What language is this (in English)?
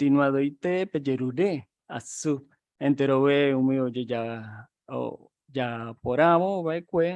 Guarani